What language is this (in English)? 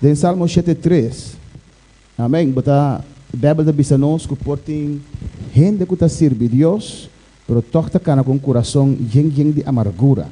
Papiamento